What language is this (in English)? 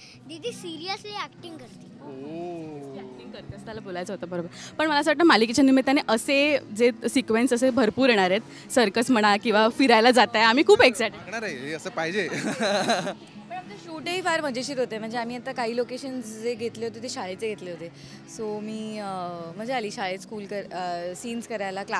Marathi